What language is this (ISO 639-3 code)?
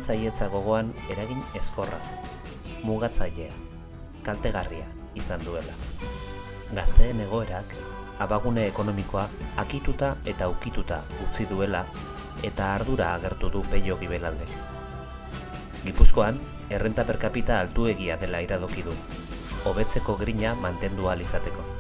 eus